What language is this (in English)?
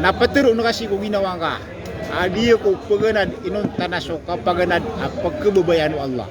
Maranao